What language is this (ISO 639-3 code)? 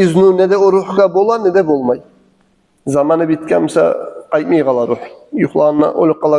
kum